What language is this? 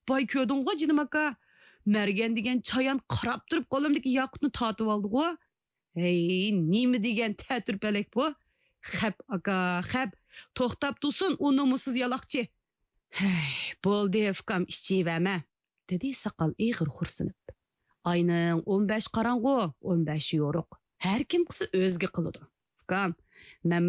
Uyghur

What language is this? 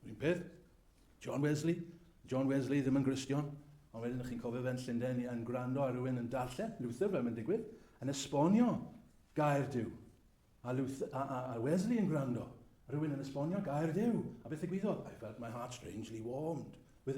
Welsh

